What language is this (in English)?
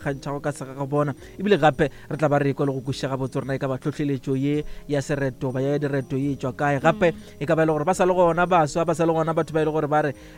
Northern Sotho